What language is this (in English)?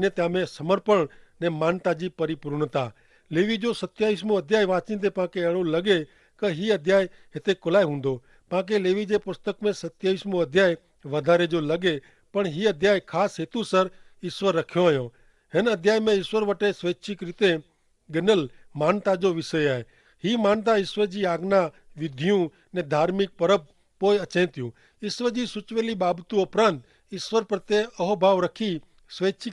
Kachhi